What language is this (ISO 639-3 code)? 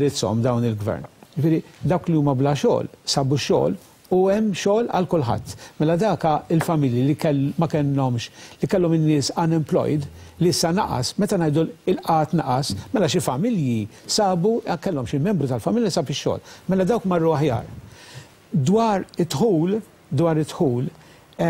mlt